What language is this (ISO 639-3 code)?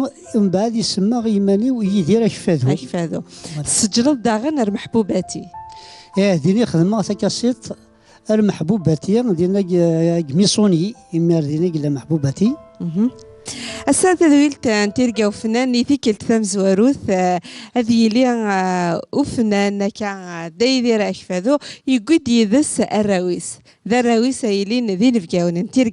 kab